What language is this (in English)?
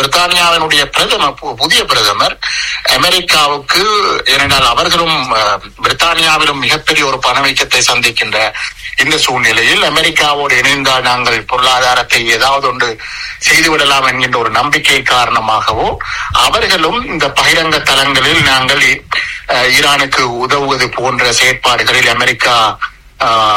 Tamil